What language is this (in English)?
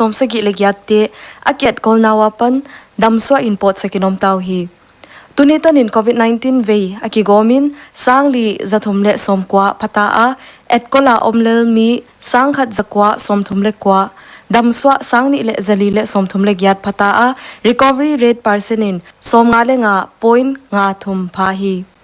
Paite Chin